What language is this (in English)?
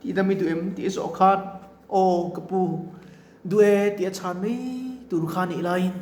Mizo